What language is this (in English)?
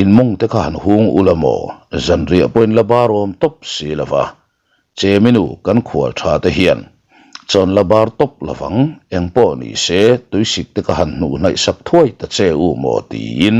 Mizo